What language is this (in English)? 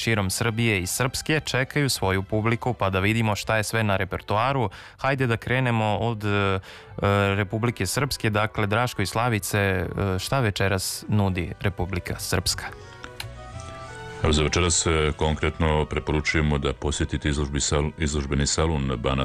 Serbian